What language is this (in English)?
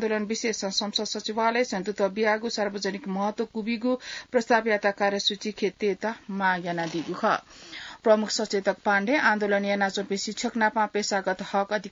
Newari